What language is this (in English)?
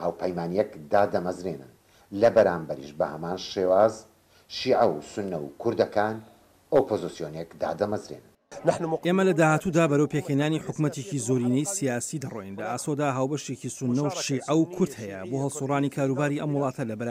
Central Kurdish